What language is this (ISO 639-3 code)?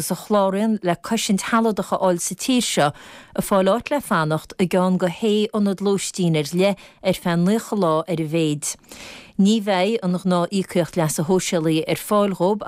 gle